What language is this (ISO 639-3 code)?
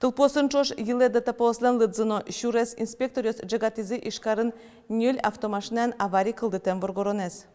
udm